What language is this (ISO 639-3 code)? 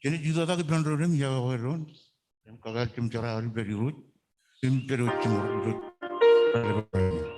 mah